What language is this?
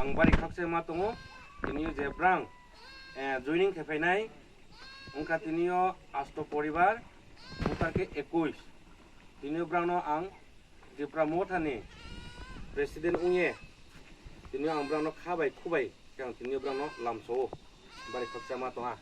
Kok Borok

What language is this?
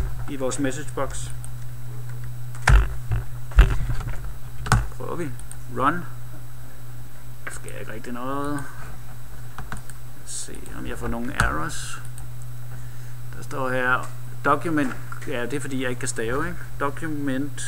Danish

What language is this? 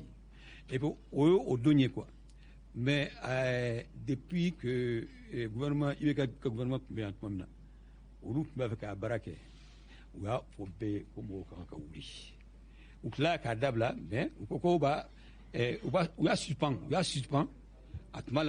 Bambara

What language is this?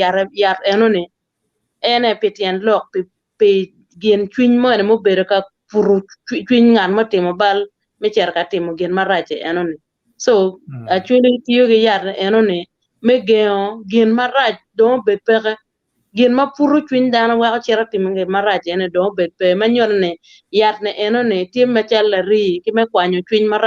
Acoli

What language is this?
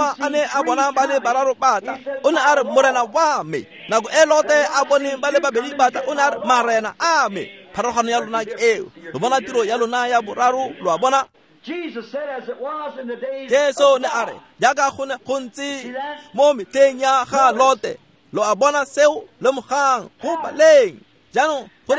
Tswana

